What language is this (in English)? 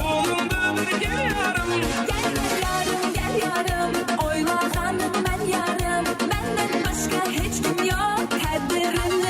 Kara-Kalpak